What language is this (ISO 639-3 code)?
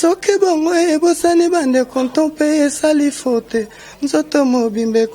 lin